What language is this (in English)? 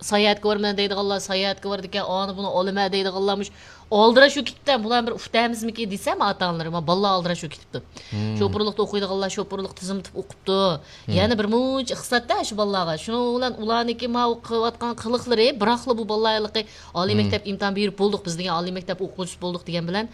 Uyghur